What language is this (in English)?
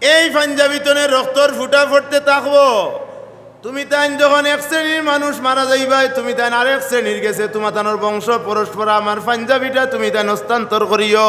Sylheti